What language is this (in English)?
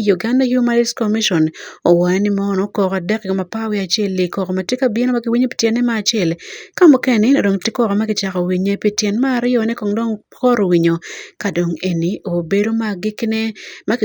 Acoli